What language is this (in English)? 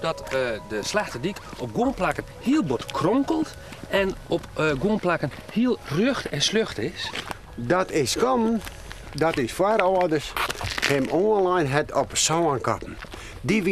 Western Frisian